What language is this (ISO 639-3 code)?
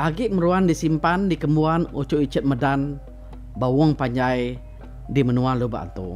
iba